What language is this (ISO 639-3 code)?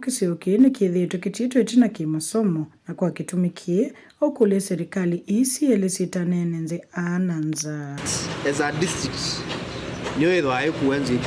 kam